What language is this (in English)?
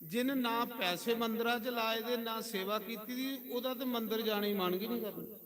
Dogri